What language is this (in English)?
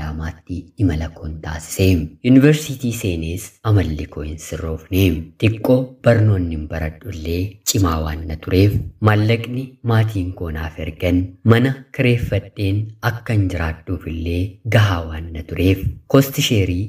Oromo